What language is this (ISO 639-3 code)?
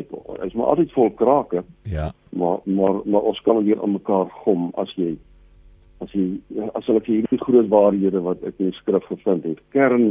afr